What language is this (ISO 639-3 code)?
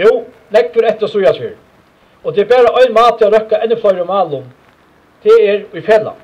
fao